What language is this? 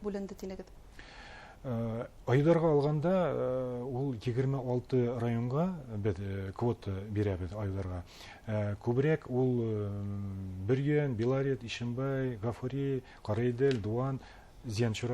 Bashkir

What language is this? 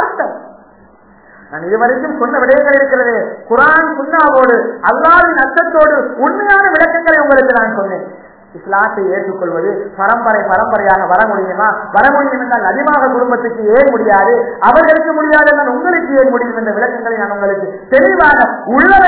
Tamil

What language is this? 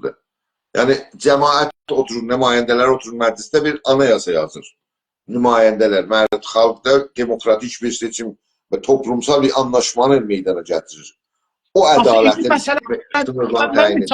South Azerbaijani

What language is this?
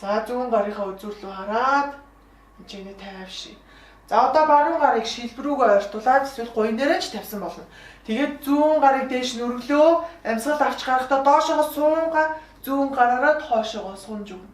Mongolian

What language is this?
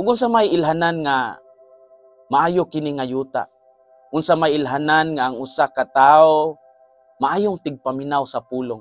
Cebuano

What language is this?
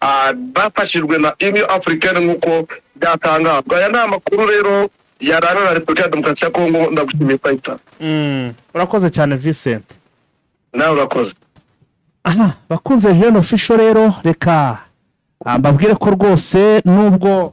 Kinyarwanda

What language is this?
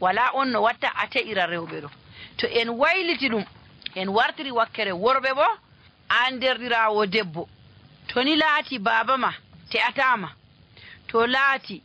Nigerian Fulfulde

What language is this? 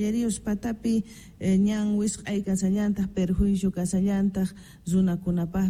South Bolivian Quechua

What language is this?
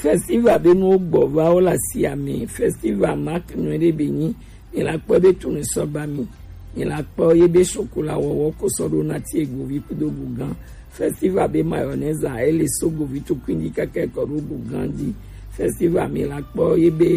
Gen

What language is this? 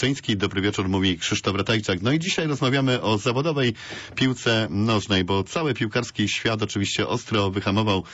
Polish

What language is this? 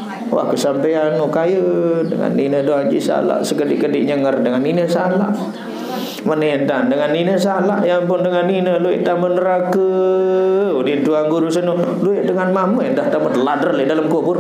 Sasak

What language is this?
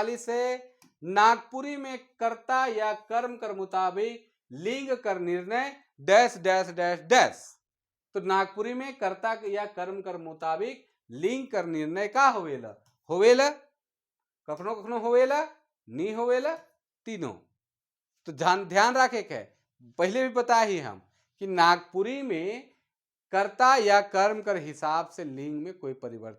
Sadri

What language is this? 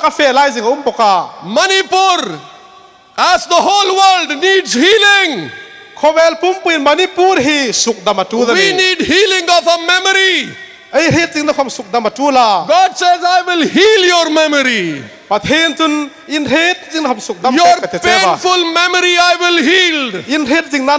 Hmar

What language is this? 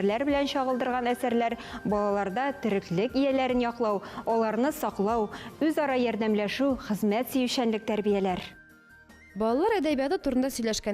Tatar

